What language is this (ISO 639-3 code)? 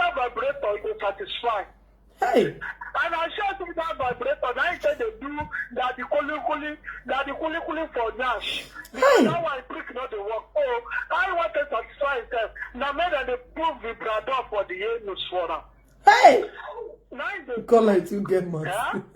pcm